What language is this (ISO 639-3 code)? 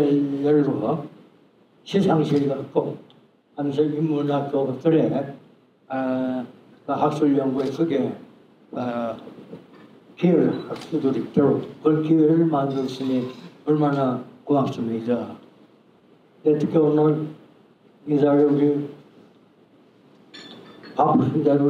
kor